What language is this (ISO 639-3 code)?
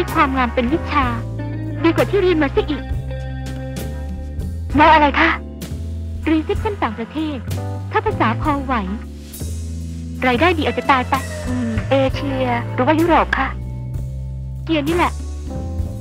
tha